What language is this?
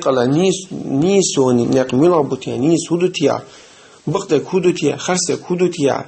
Chechen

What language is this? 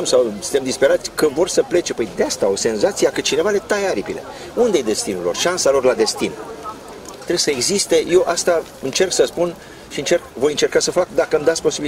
Romanian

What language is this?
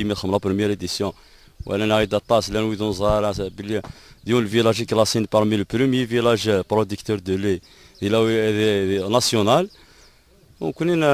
Kabyle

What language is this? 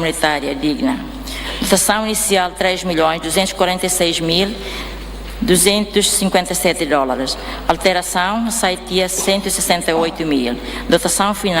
Tetum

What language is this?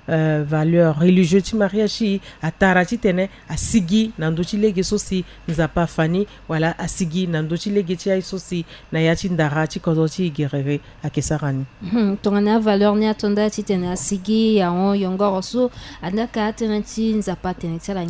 Sango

